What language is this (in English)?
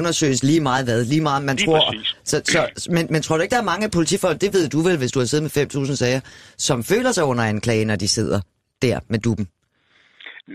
Danish